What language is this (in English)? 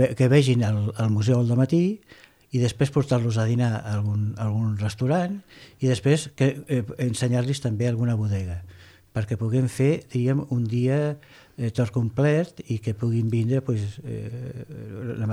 Catalan